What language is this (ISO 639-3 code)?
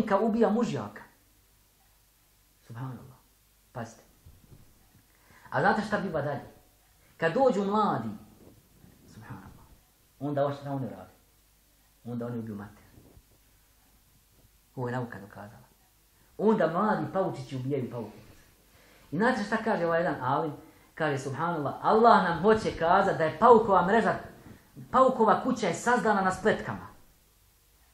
bos